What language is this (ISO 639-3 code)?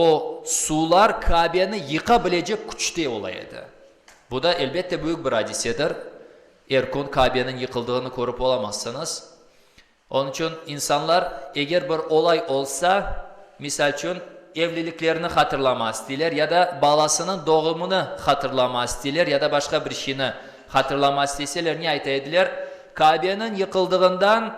crh